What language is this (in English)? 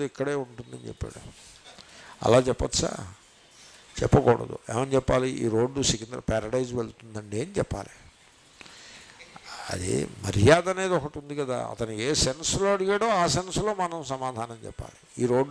Telugu